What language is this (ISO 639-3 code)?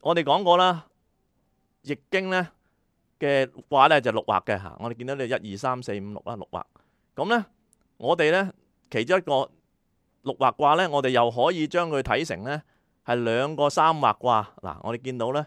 yue